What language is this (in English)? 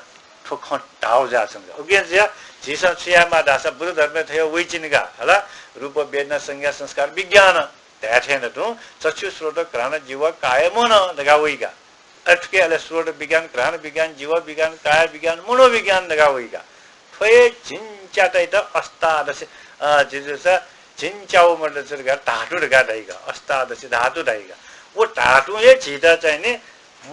Newari